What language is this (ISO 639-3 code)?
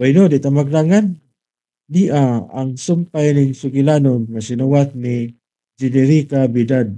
ceb